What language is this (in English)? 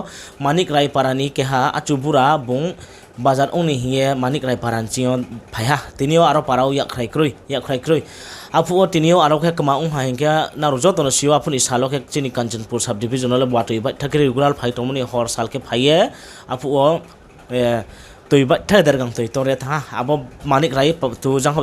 Riang (India)